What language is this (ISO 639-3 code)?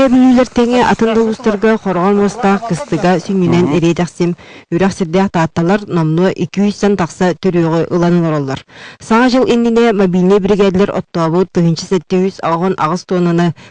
sah